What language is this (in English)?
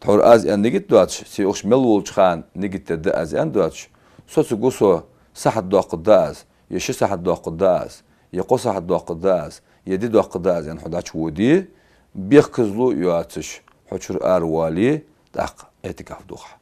Ingush